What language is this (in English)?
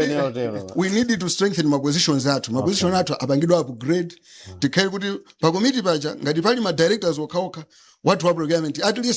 Nyanja